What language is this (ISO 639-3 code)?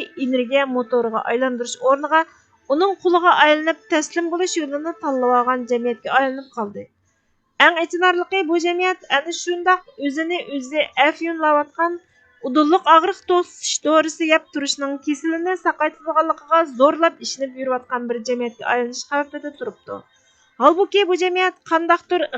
uig